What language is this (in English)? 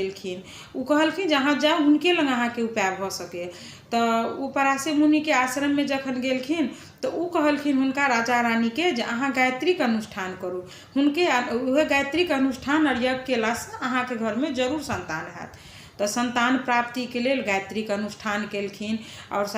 Maithili